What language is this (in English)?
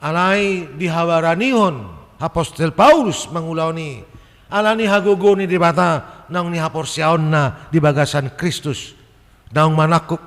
Batak Toba